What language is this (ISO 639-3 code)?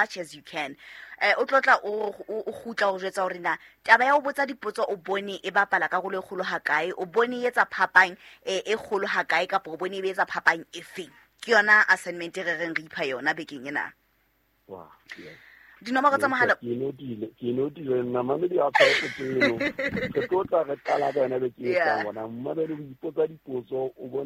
sot